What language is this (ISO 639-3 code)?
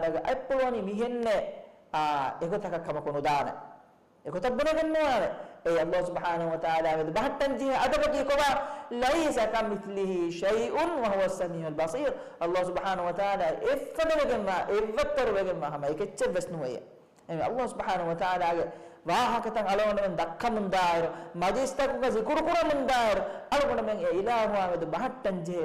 div